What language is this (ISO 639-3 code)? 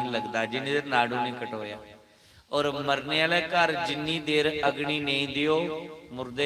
doi